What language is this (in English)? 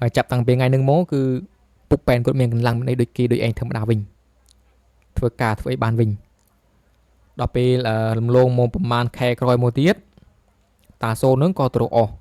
Khmer